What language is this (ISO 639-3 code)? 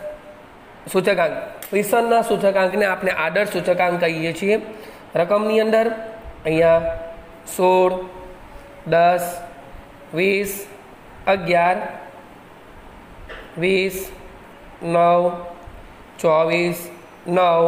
guj